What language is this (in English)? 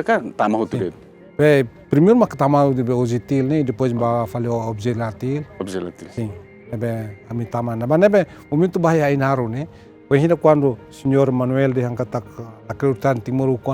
Tetum